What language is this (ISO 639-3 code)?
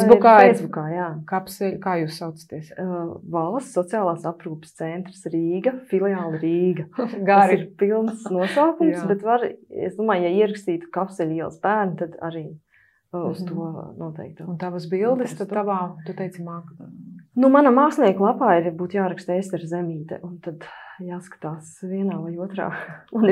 lav